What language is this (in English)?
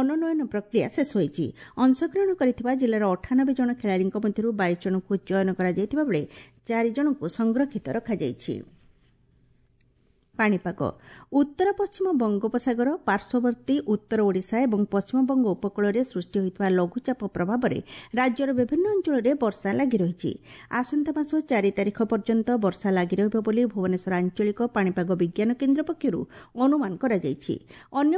Odia